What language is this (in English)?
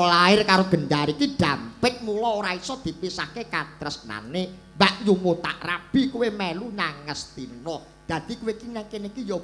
Javanese